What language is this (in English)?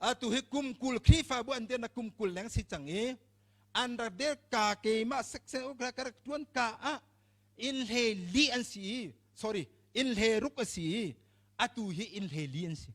Hakha Chin